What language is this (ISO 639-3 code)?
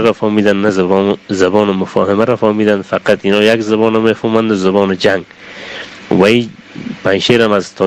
fas